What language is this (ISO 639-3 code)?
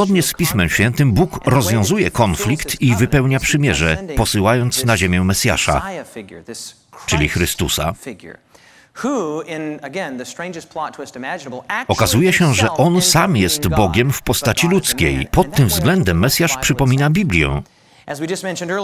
pol